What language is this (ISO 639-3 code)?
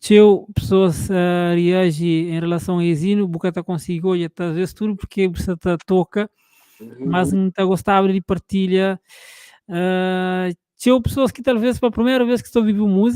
kea